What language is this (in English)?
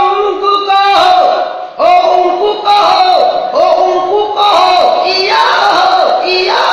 Minangkabau